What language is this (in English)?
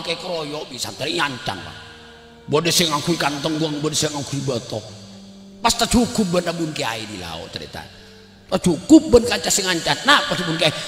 Madurese